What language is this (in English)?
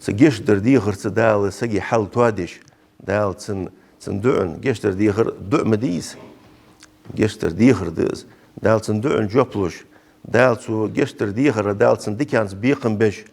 Ingush